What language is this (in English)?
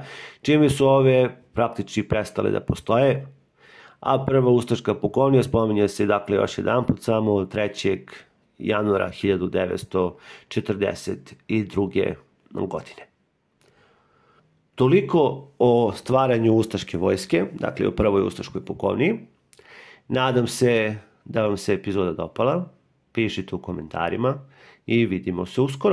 Serbian